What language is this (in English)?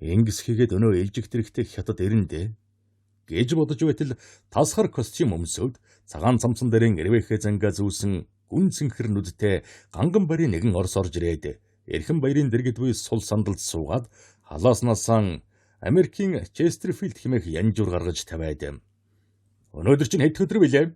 Mongolian